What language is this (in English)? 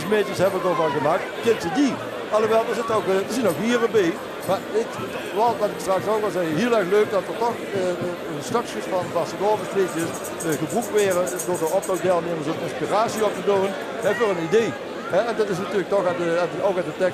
Limburgish